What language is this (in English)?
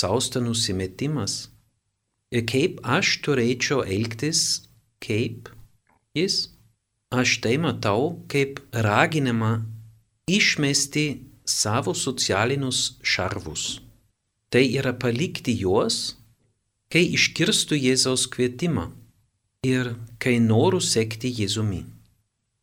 Lithuanian